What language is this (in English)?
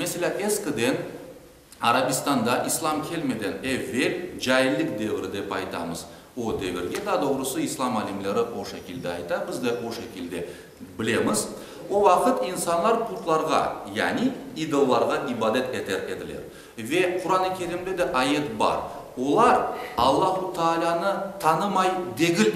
Crimean Tatar